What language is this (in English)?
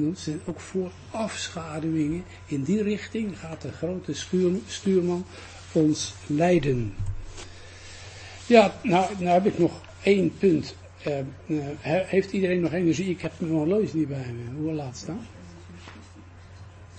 Dutch